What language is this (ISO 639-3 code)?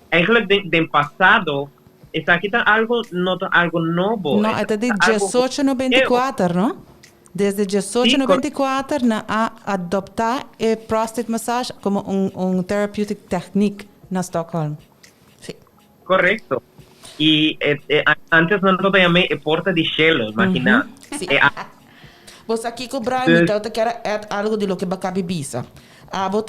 pap